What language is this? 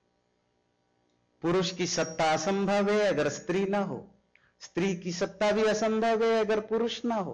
Hindi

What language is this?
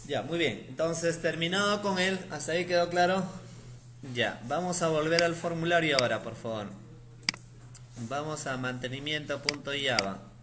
Spanish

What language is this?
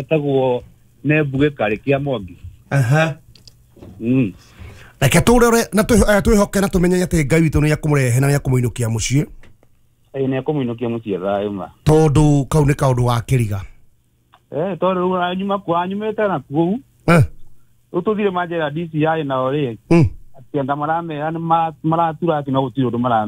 Kikuyu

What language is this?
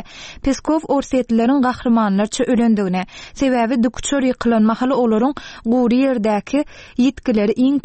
Turkmen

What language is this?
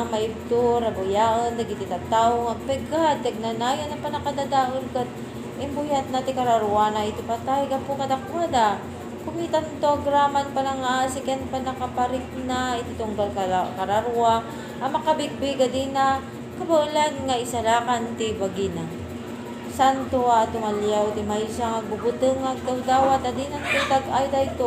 Iloko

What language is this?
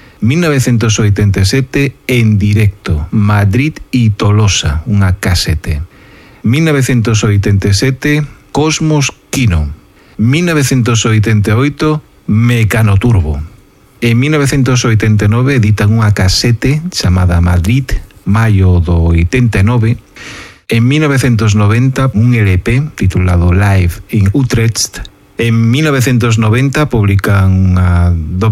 Galician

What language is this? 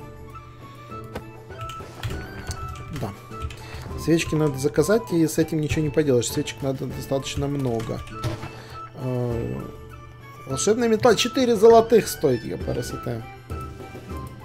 Russian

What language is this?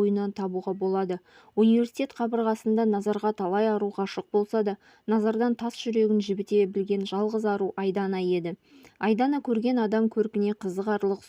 Kazakh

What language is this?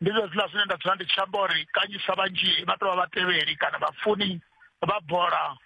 Venda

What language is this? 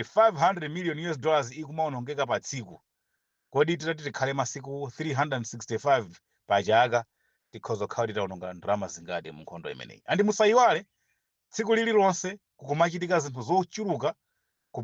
Nyanja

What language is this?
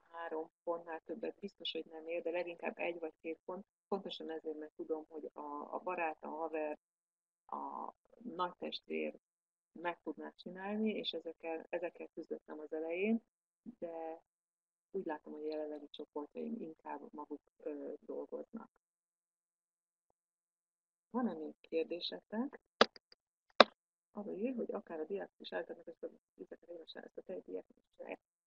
Hungarian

